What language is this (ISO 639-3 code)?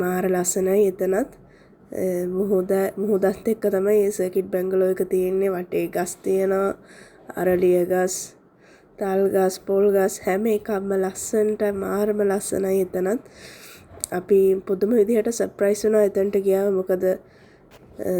sin